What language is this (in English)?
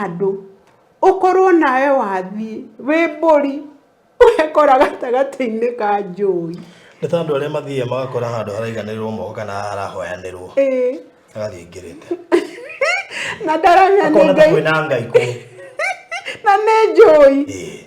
Kikuyu